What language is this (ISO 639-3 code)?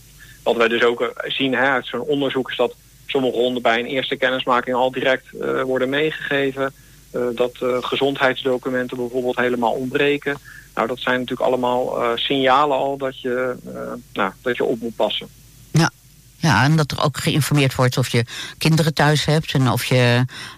nld